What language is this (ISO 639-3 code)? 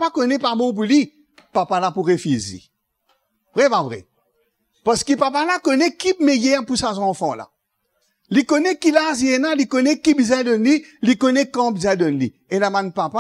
mfe